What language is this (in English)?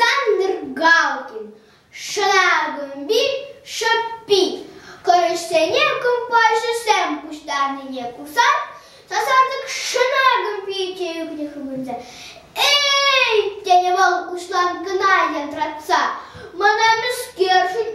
Chuvash